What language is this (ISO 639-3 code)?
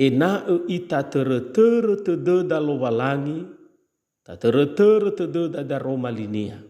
nia